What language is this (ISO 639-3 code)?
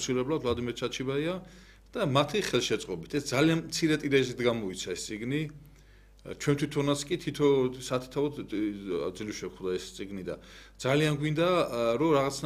kat